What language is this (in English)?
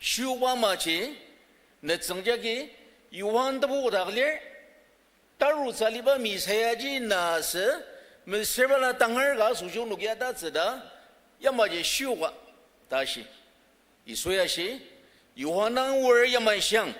Ao Naga